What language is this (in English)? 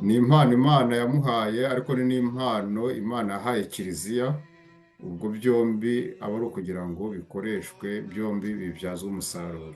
Kinyarwanda